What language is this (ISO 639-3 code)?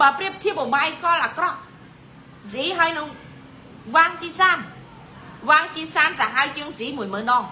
khm